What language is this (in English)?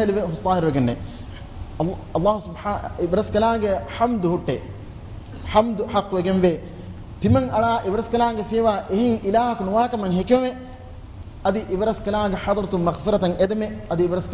Divehi